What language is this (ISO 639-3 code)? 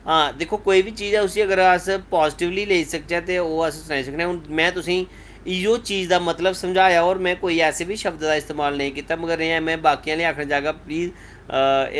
doi